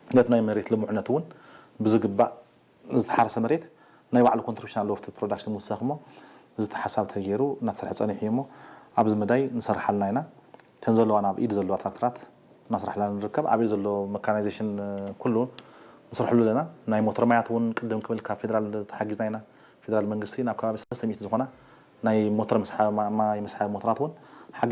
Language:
Tigrinya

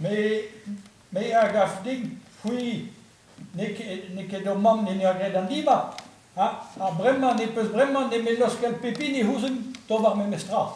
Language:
Breton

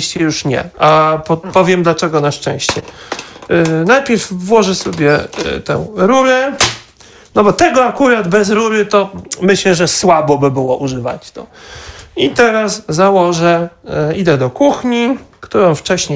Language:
Polish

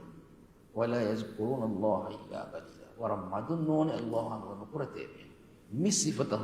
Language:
Divehi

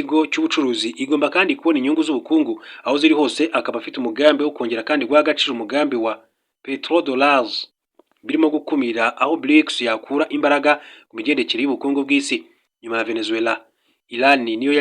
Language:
Kinyarwanda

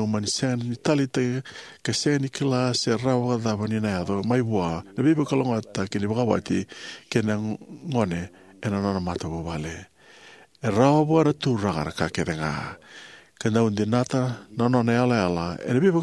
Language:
Fijian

